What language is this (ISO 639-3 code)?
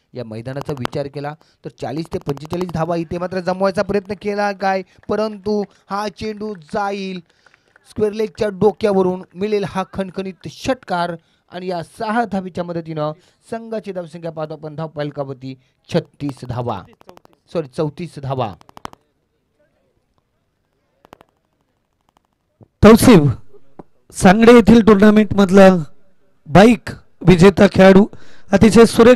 mar